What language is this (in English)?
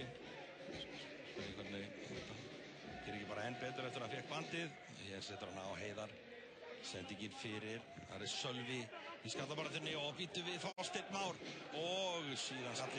Icelandic